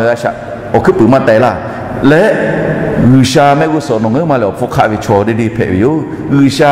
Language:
Lahu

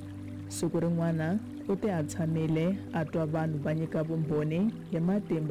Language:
Tsonga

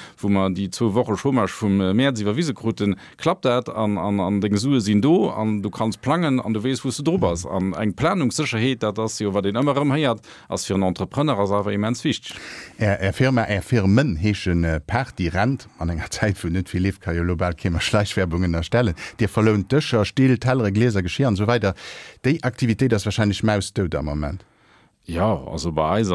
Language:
Luxembourgish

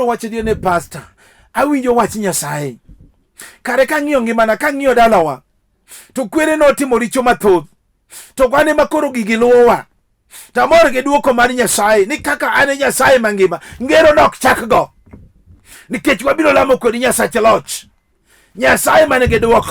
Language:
Luo (Kenya and Tanzania)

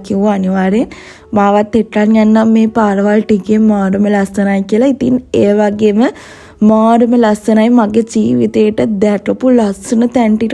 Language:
Sinhala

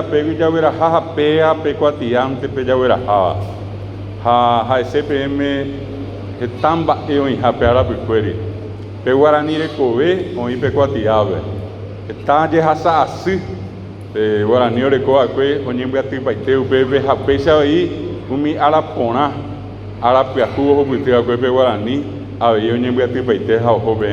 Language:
Guarani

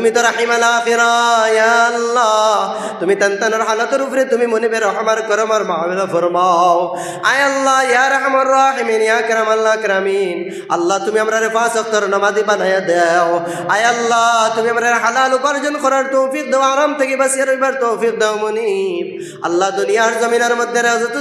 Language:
Sylheti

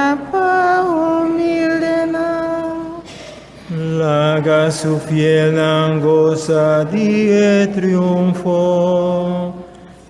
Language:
Papiamento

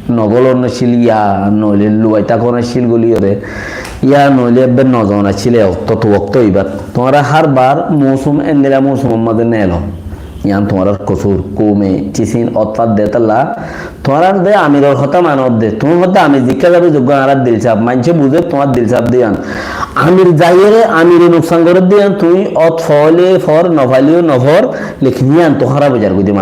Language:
Rohingya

